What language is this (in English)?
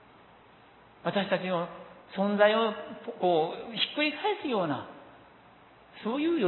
Japanese